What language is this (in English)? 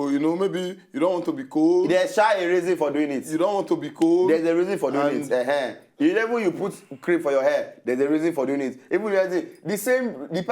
Nigerian Pidgin